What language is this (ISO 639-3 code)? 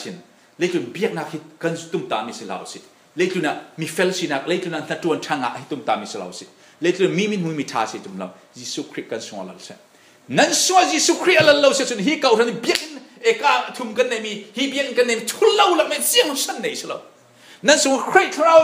cfm